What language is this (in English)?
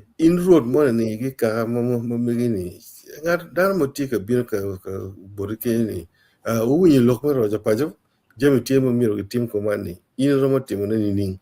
Acoli